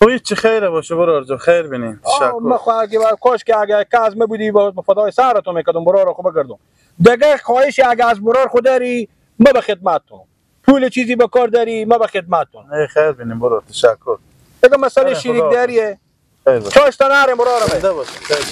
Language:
Persian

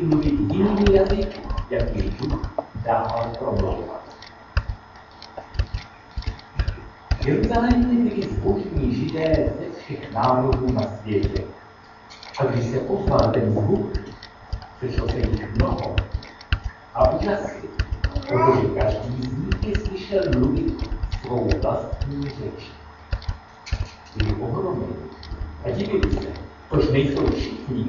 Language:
Czech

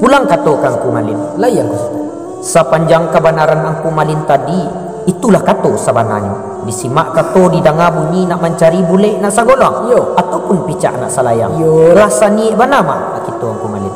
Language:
Minangkabau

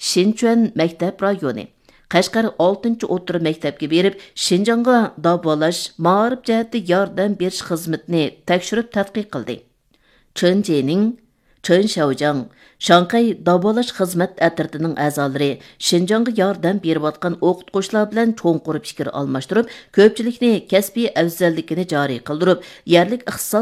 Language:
Uyghur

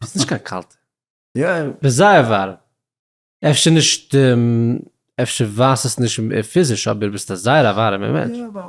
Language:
Yiddish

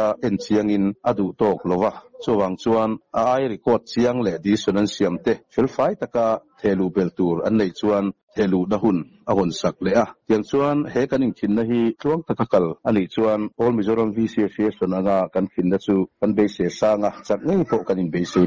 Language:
Mizo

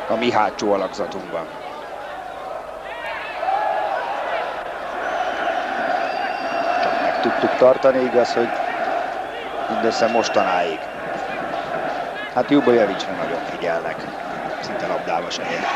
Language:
Hungarian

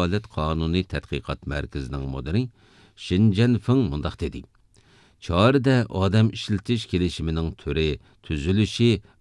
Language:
Uyghur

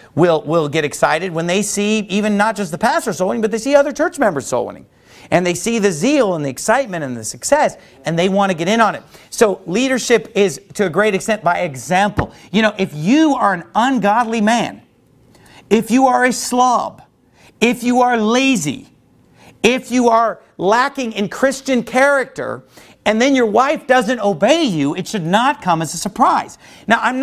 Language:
English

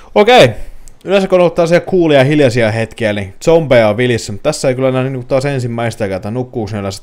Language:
Finnish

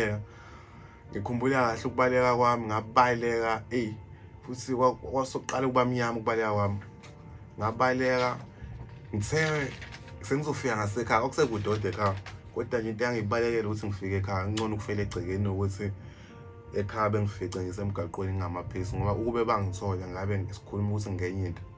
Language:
Zulu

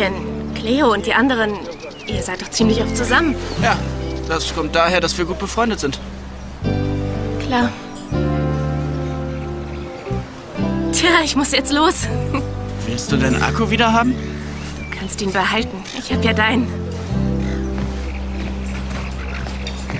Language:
German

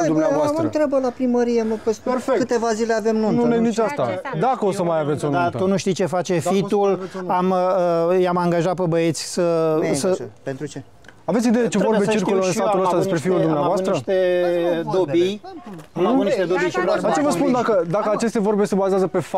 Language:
Romanian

